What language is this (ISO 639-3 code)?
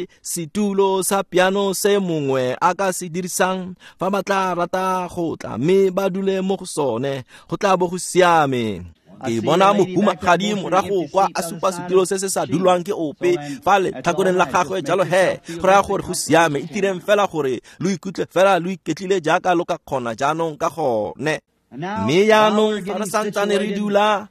tsn